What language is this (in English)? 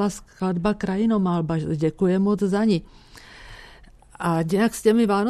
Czech